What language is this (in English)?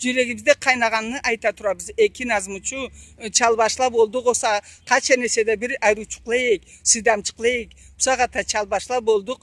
Karachay-Balkar